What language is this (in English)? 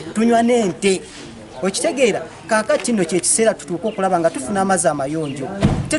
Ganda